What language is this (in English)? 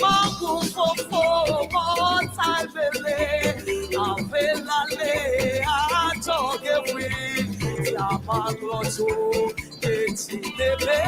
Ewe